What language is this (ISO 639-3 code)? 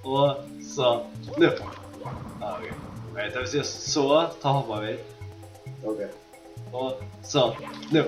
fao